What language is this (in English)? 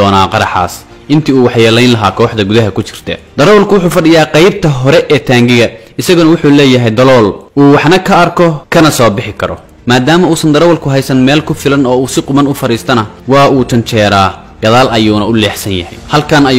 Somali